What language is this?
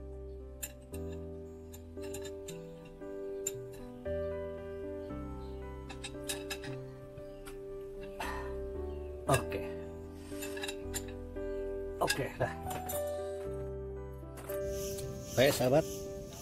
Indonesian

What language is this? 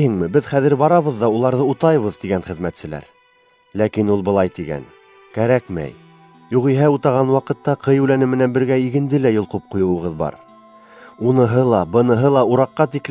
Bashkir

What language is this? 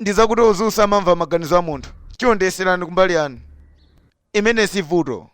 Nyanja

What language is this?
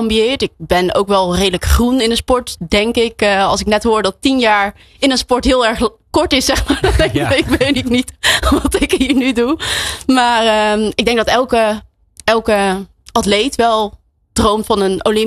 Dutch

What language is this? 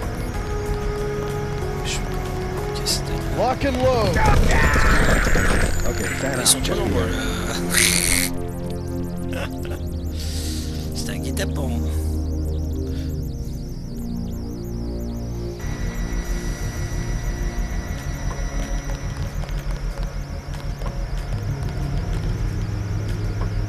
French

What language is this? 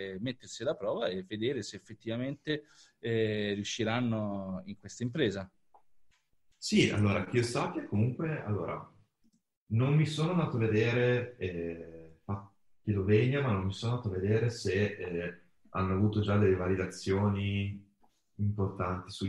Italian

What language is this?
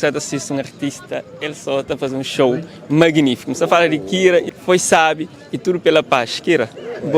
Kabuverdianu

